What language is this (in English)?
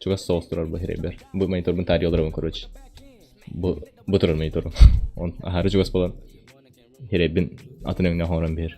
Yakut